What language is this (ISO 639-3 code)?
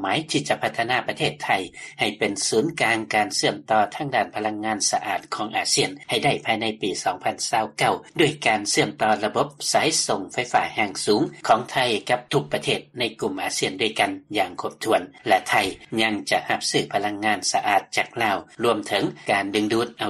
lao